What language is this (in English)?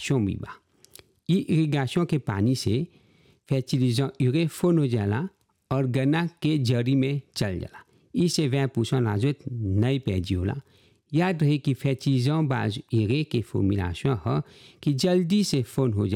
Bhojpuri